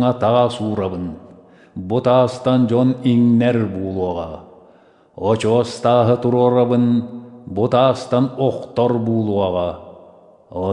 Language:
Yakut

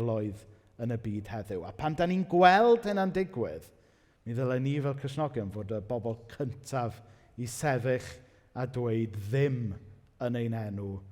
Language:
Welsh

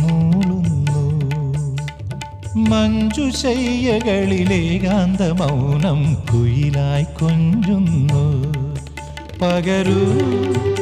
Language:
Malayalam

